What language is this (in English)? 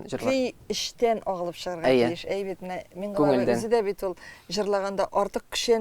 Tatar